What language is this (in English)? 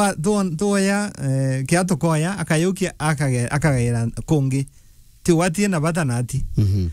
Meru